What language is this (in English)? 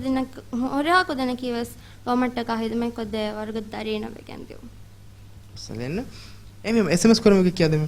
Divehi